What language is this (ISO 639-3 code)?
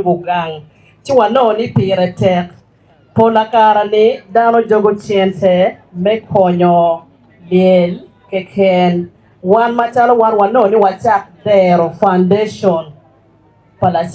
ach